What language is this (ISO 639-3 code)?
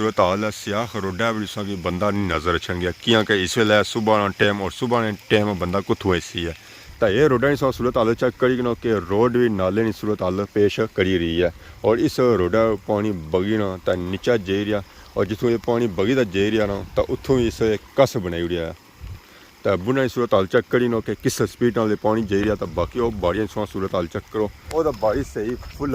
phr